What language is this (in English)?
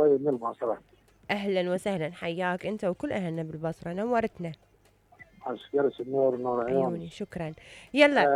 Mesopotamian Arabic